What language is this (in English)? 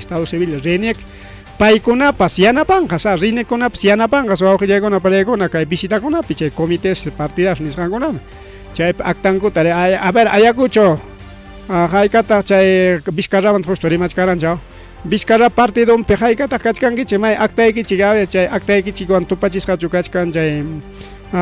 Ayacucho Quechua